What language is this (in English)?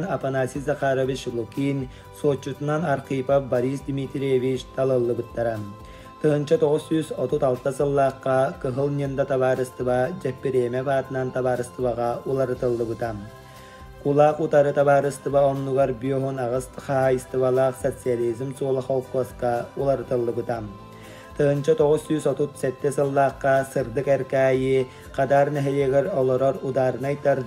Yakut